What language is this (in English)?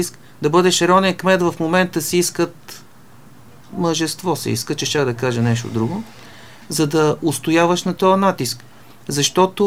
Bulgarian